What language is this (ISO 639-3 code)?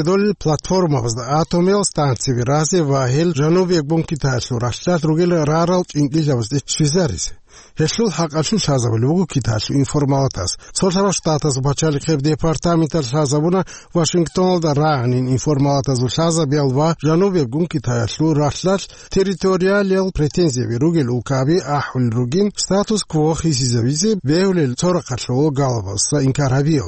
ava